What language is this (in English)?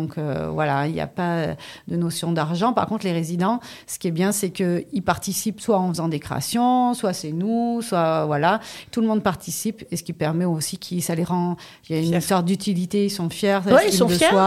French